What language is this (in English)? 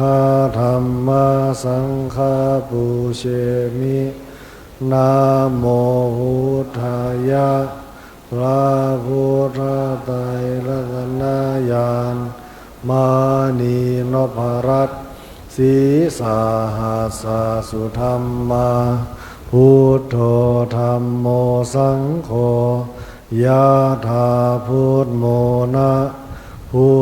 Pali